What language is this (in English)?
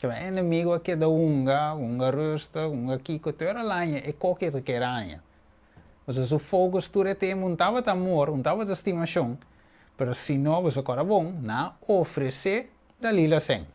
Papiamento